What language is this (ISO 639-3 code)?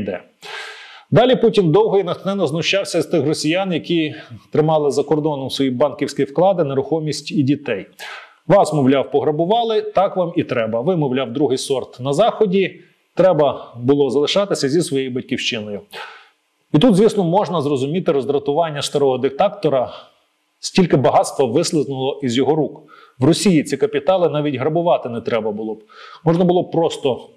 ukr